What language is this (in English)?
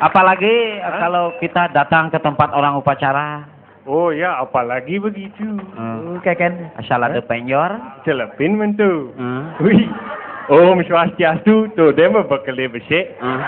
Balinese